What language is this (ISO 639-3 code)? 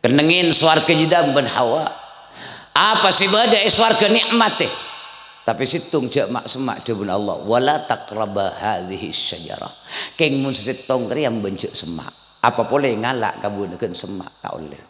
mad